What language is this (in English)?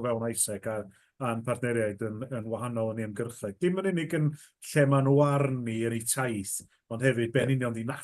Welsh